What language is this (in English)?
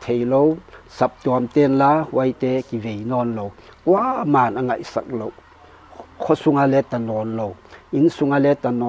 Paite Chin